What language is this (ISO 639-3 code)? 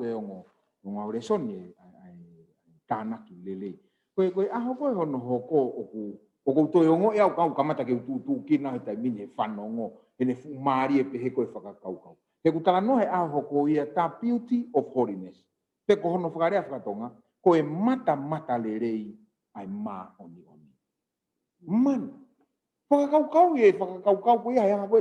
ton